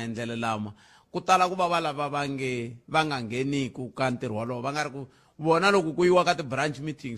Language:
Tsonga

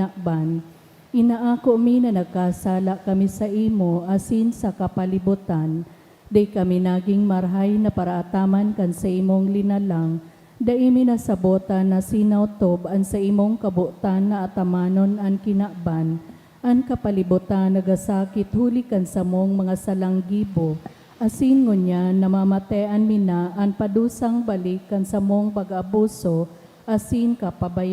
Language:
Bikol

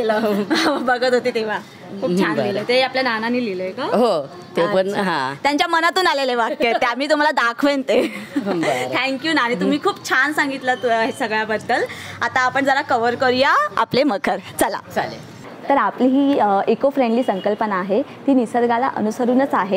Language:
Marathi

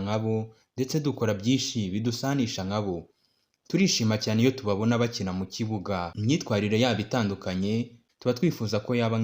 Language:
Kinyarwanda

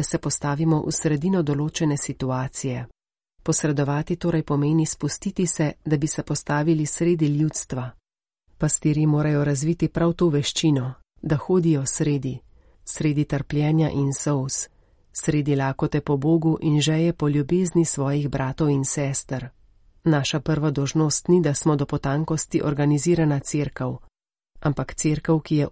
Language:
Slovenian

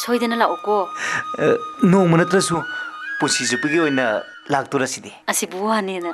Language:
Manipuri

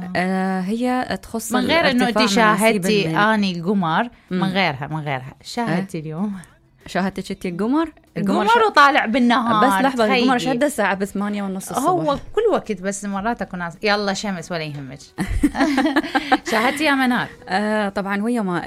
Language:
Mesopotamian Arabic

